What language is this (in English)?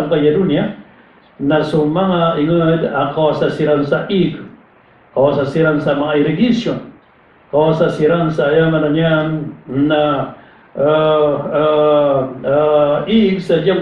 Maranao